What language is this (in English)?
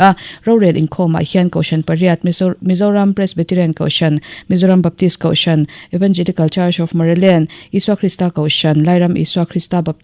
Mizo